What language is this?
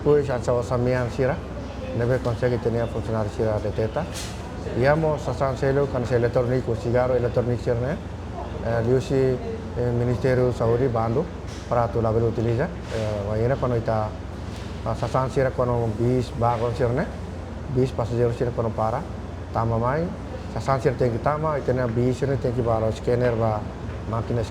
Tetum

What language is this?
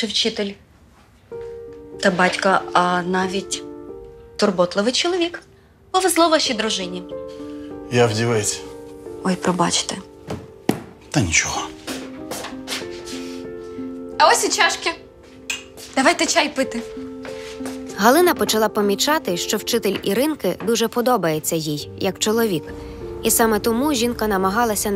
Ukrainian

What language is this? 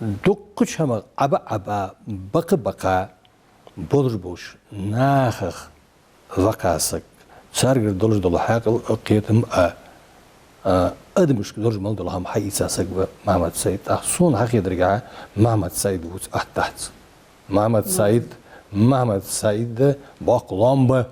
Ingush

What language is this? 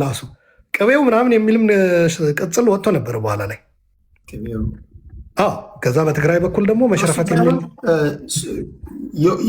Amharic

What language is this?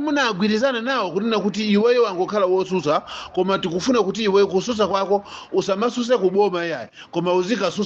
Nyanja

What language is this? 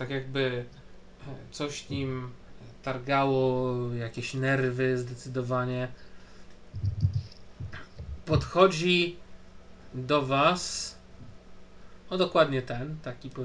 Polish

